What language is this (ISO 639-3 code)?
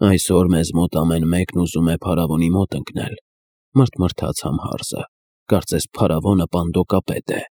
hye